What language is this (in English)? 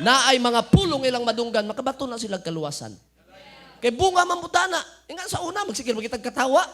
Cebuano